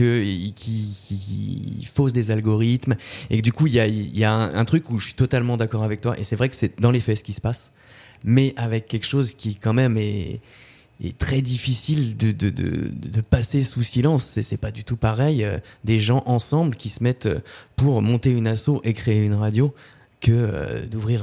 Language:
French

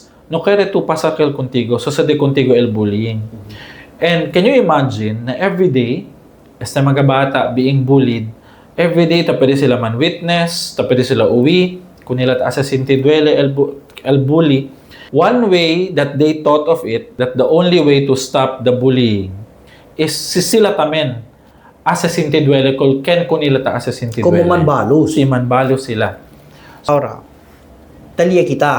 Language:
Chavacano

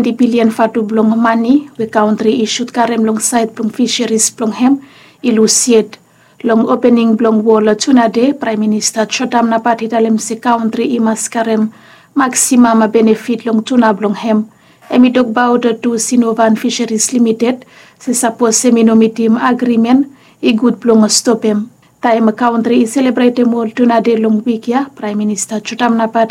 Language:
Bislama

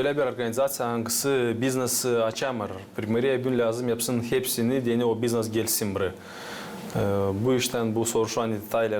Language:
Gagauz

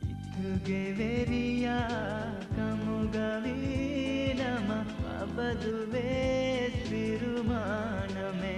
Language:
Divehi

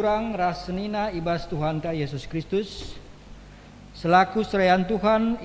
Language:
Batak Karo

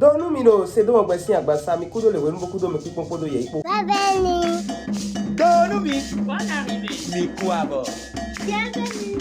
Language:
Fon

